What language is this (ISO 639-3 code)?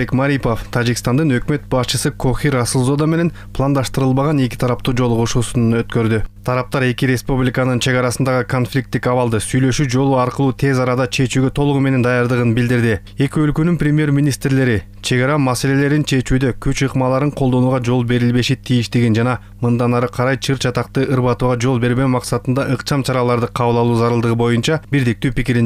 kir